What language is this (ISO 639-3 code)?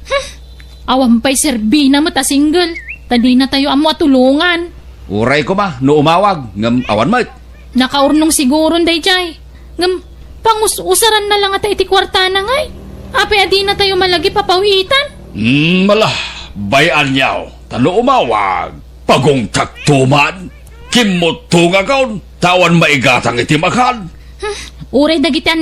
ilo